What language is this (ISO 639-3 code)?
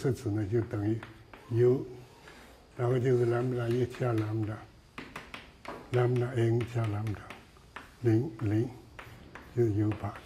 zho